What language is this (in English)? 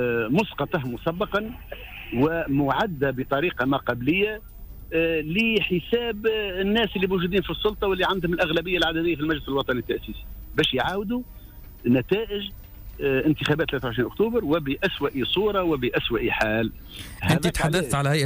Tunisian Arabic